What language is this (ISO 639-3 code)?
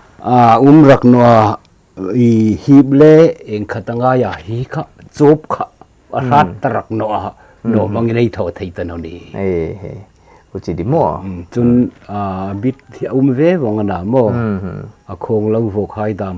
pck